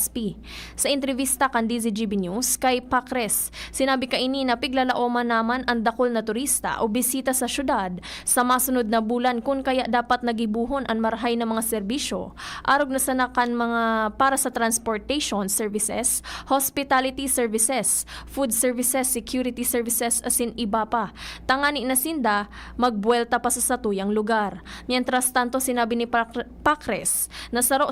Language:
Bikol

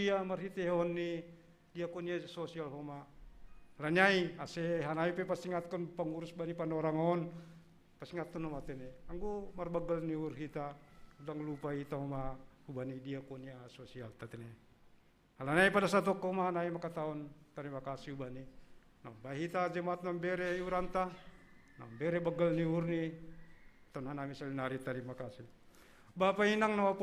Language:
Batak Simalungun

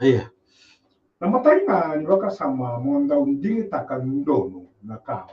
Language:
Fijian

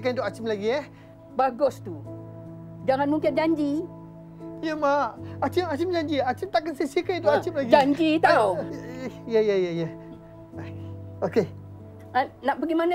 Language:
Malay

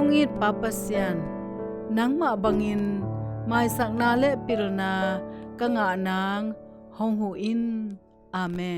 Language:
Tedim Chin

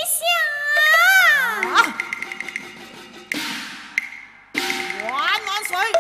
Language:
Chinese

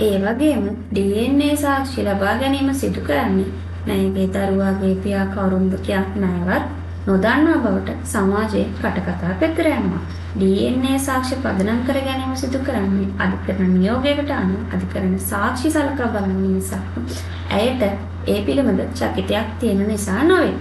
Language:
Sinhala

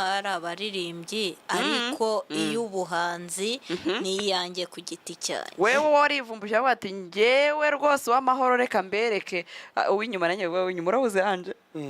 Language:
Kinyarwanda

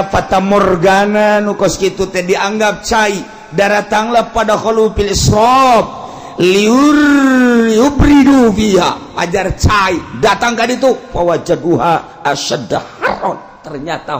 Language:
Sundanese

